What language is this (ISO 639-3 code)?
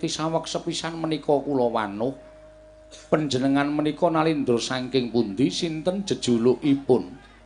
jav